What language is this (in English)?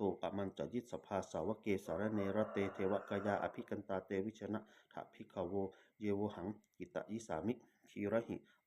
Pali